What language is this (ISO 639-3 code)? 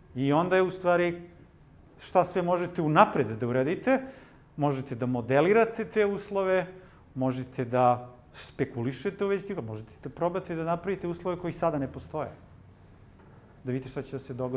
srp